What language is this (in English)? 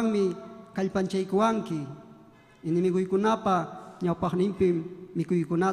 Ayacucho Quechua